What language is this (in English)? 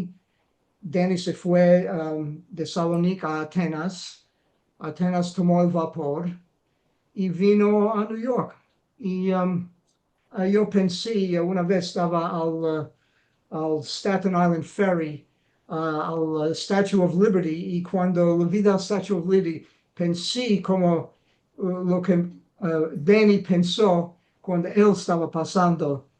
Ladino